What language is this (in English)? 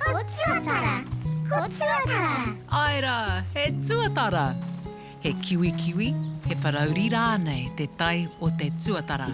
Māori